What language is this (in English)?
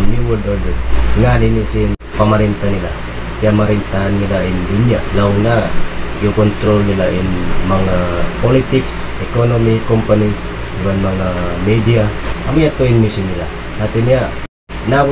Tausug